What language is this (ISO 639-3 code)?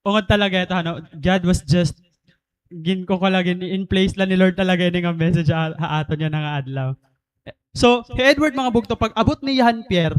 war